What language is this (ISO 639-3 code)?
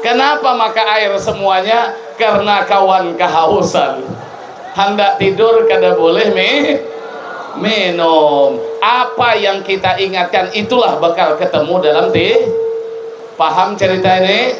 bjn